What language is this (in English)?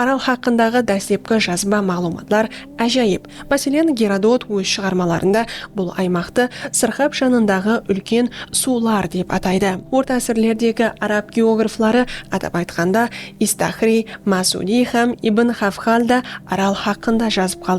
Kara-Kalpak